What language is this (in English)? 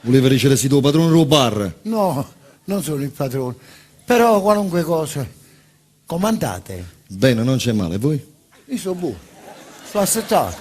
Neapolitan